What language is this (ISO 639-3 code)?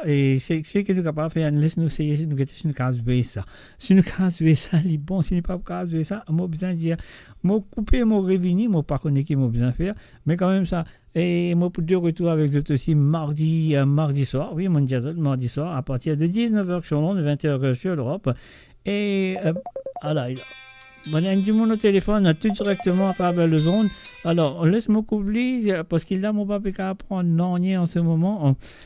mfe